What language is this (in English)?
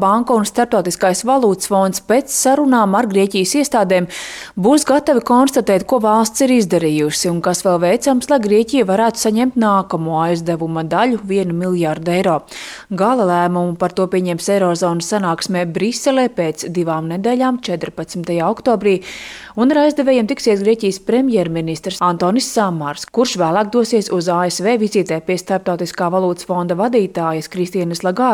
Latvian